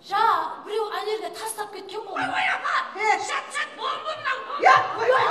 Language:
Kara-Kalpak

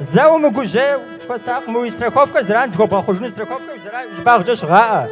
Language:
Kabardian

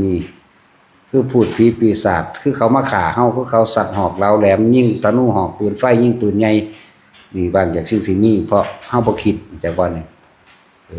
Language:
Lao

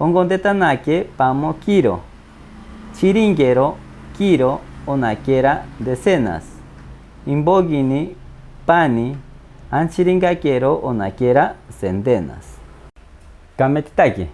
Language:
Machiguenga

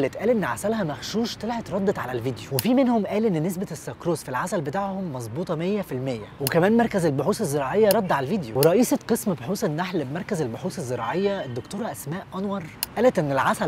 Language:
Egyptian Arabic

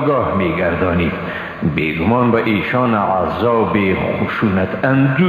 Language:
Persian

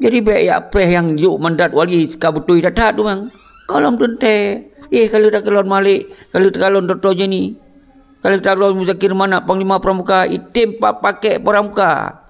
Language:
Achinese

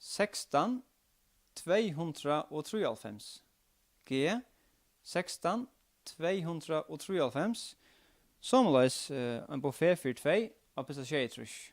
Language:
Faroese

